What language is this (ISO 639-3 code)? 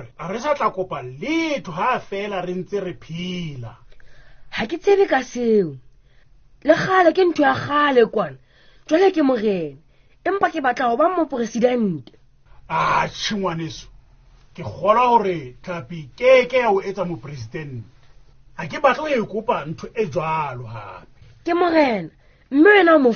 sot